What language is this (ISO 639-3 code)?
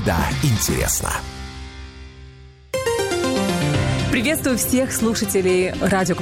rus